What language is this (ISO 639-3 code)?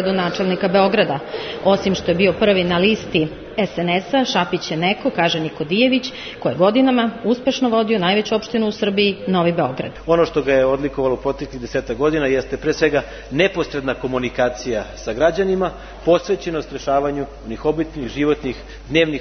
srp